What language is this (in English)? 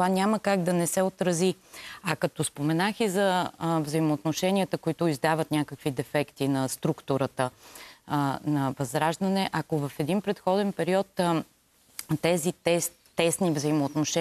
Bulgarian